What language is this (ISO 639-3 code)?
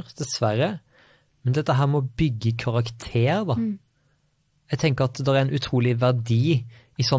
nor